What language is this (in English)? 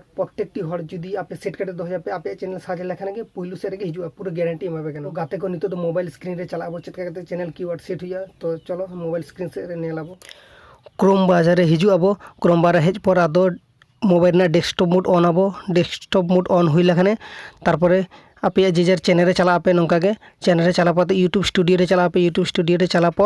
Santali